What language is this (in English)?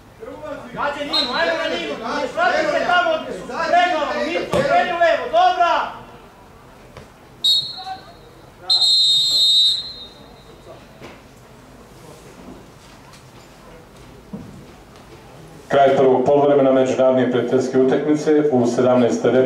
Croatian